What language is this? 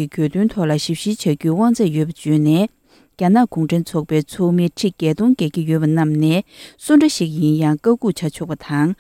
Tibetan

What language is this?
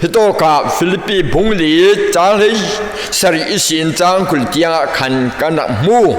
Falam Chin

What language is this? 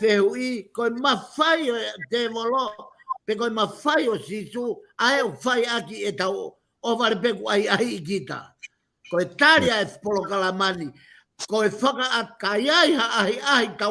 Tongan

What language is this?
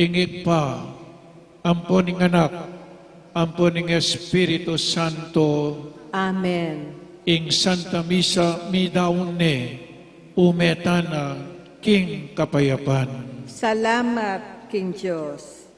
Pampanga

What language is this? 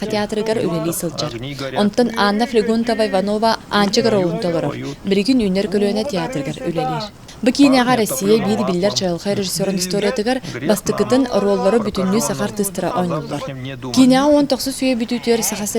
Yakut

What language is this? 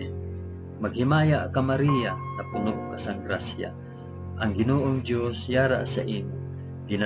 Hiligaynon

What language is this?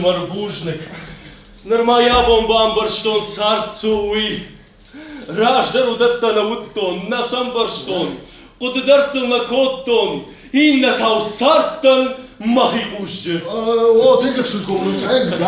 Ossetic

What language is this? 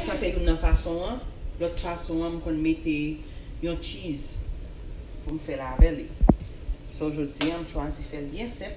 Haitian Creole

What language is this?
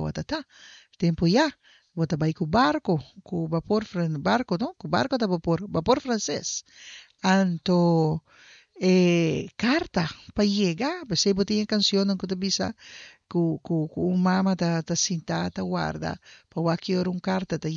Papiamento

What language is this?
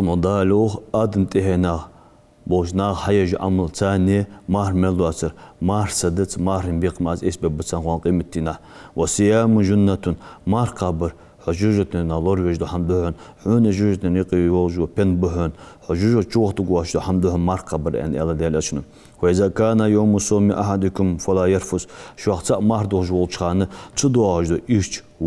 Ingush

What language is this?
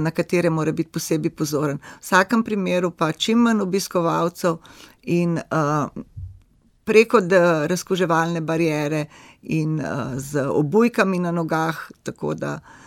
Slovenian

